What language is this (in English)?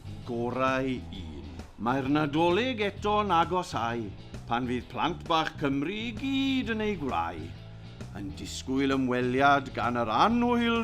Welsh